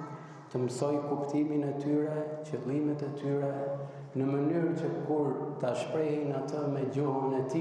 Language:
Albanian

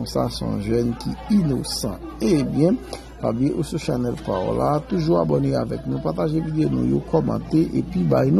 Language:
Haitian Creole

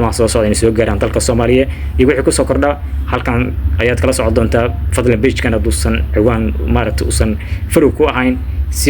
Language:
Somali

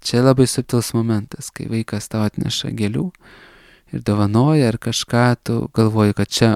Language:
Lithuanian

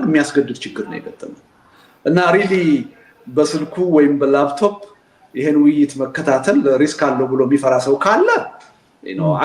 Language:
Amharic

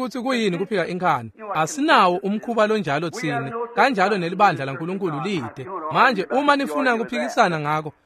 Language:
Swati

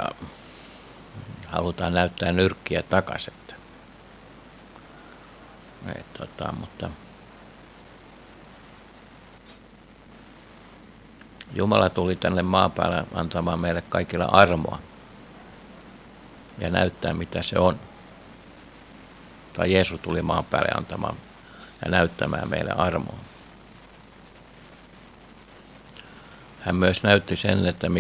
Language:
Finnish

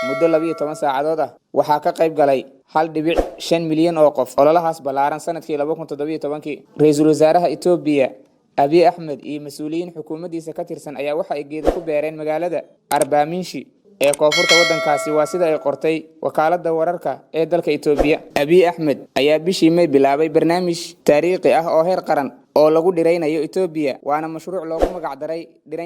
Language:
Somali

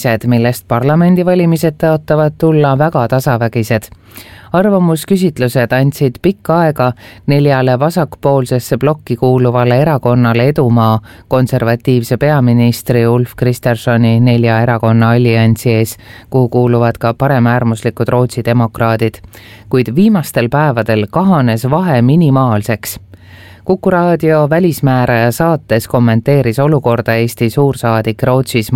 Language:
Estonian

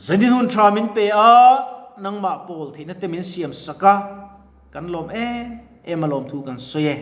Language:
Mizo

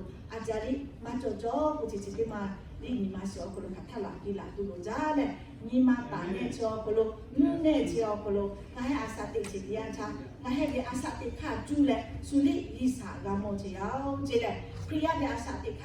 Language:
Lahu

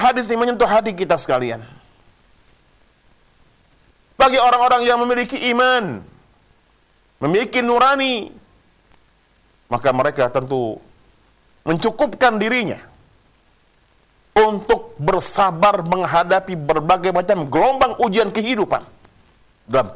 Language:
Indonesian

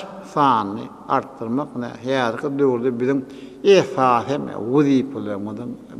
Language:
Turkmen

